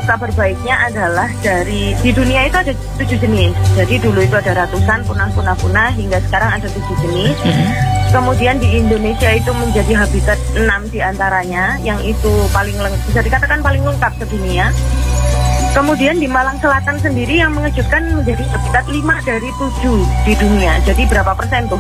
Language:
Indonesian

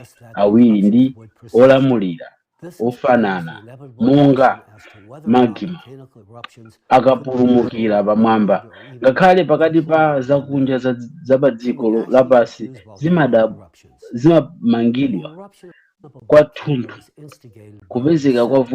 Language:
Nyanja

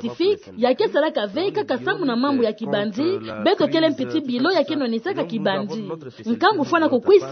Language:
Kituba (Democratic Republic of Congo)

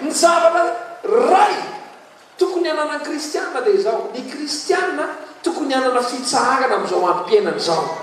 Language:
Malagasy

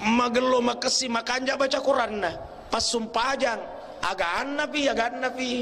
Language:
Buginese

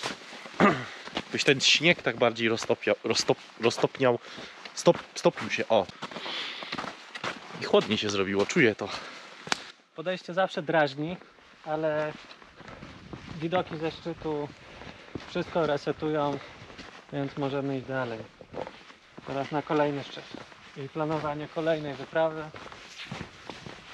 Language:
Polish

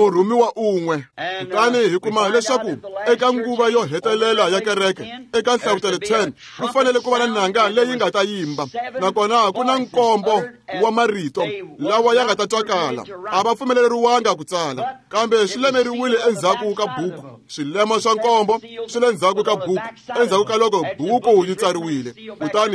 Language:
Tsonga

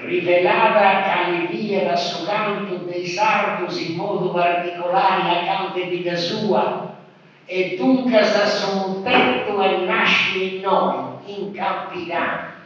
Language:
Sardinian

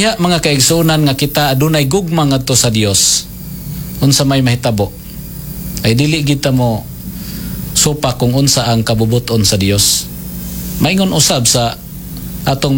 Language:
Cebuano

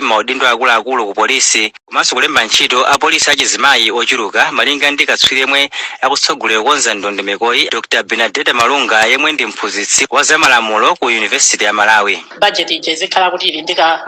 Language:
Nyanja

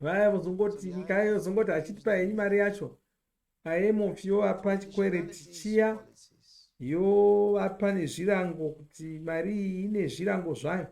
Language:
Shona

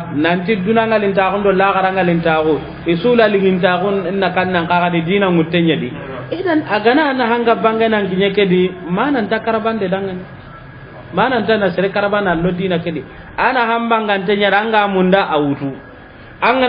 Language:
Soninke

